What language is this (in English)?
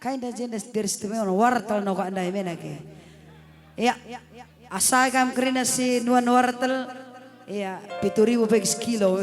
Batak Karo